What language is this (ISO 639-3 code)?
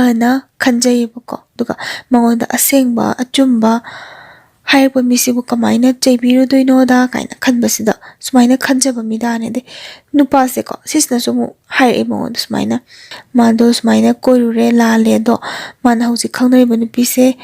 mni